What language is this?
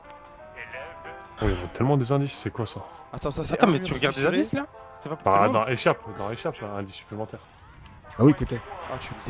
French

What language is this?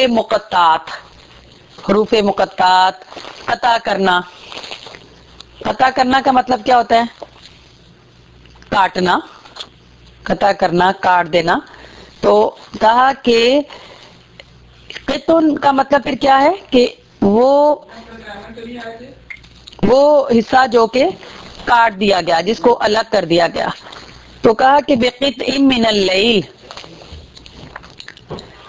Urdu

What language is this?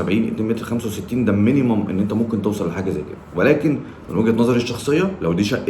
Egyptian Arabic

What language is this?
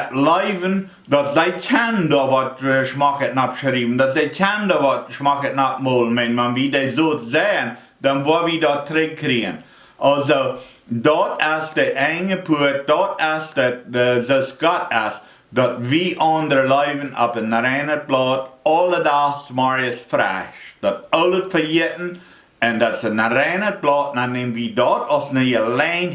Plautdietsch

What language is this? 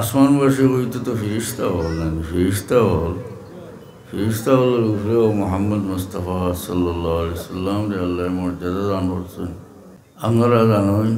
Sylheti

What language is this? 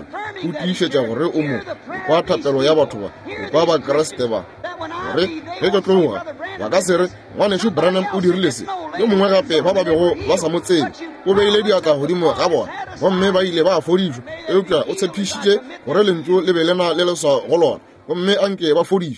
Northern Sotho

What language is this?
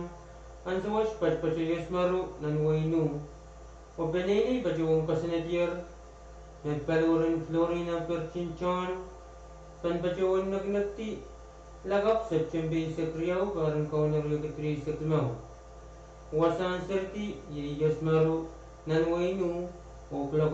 Pohnpeian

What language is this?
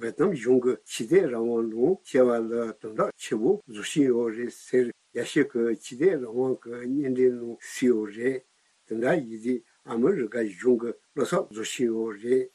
Tibetan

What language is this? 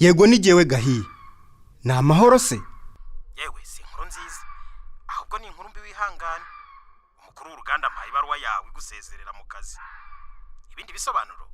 Kinyarwanda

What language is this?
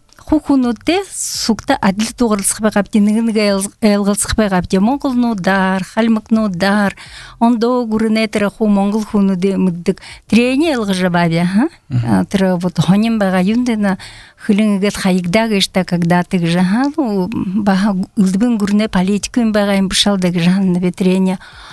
Buriat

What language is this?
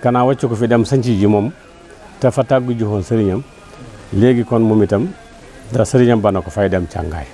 Wolof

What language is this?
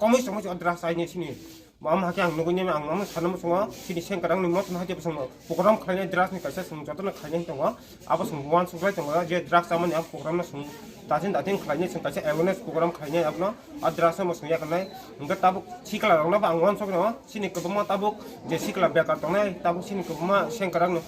Kok Borok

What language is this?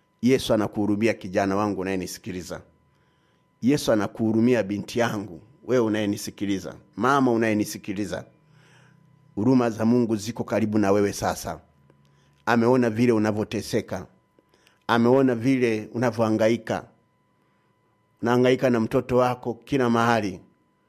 Swahili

